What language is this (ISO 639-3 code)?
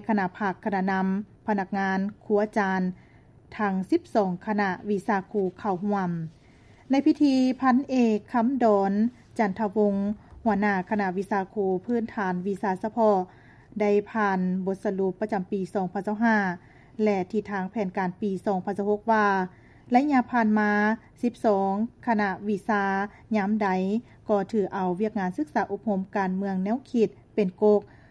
lao